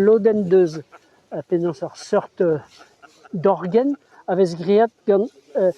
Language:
Breton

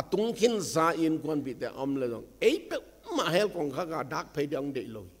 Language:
Tedim Chin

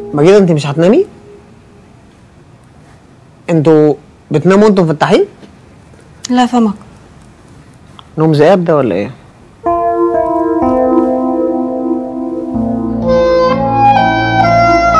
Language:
Egyptian Arabic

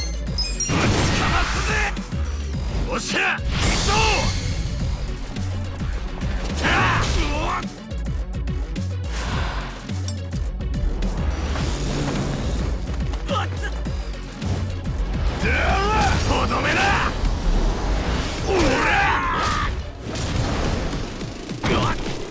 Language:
Japanese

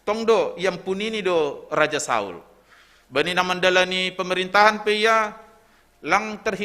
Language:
Batak Simalungun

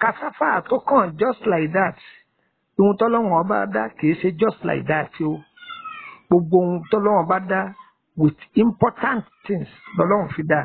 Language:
Yoruba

